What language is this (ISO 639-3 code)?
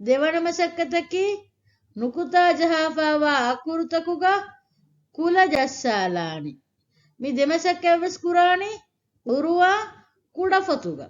div